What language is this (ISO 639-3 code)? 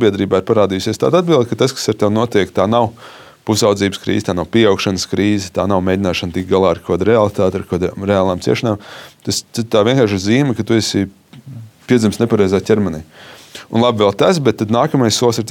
lav